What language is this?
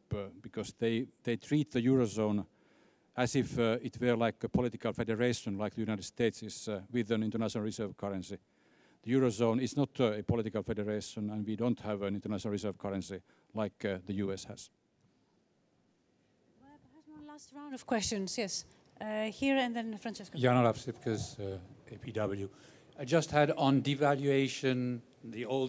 English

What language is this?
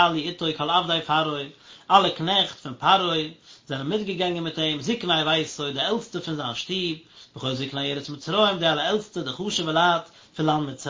Yiddish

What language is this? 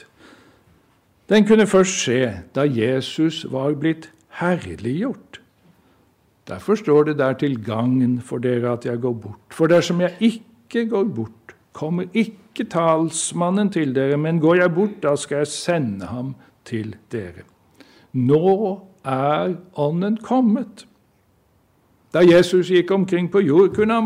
Norwegian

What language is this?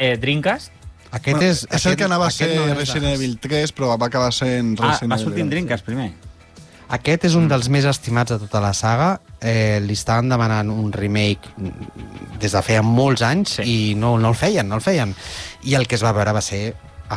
Catalan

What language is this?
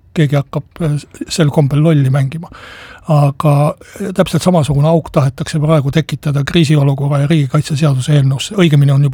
Estonian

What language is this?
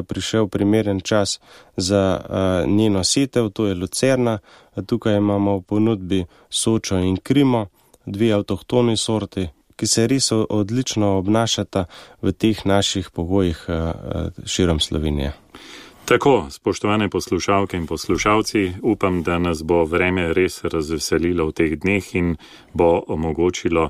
Slovenian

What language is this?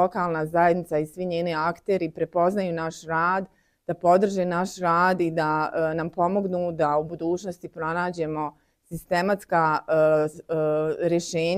Bosnian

